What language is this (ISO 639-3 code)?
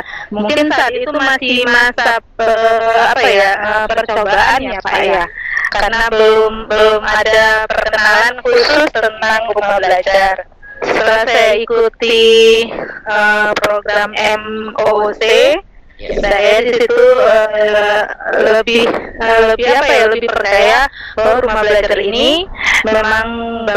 ind